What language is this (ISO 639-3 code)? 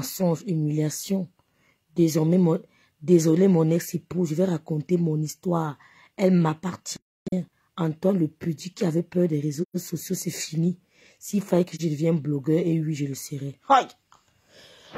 fra